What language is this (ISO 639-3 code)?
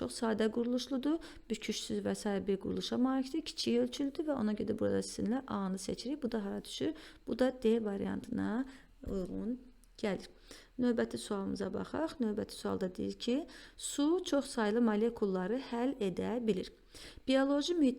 aze